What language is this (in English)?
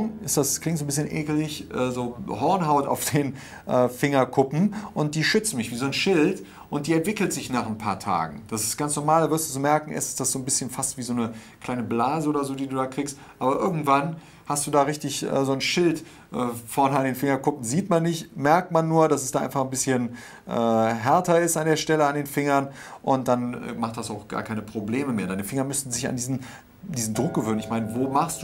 German